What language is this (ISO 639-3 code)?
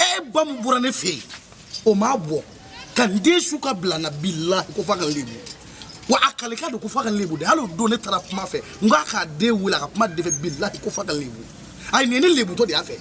bam